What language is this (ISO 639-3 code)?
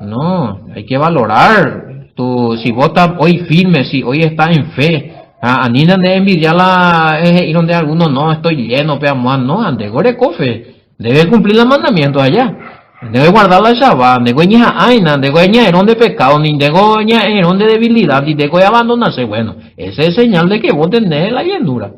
grn